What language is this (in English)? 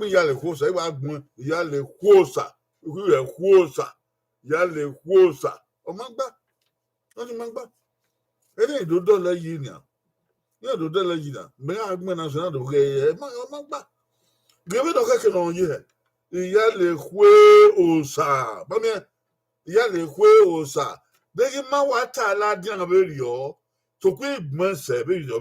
Bini